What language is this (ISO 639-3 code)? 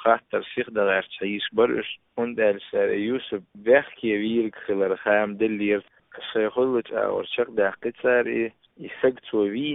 che